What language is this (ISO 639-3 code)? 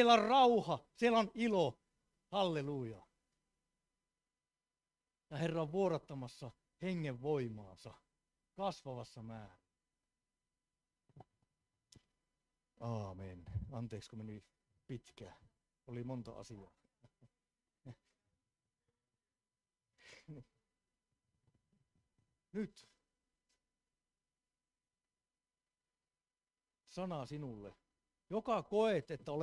fin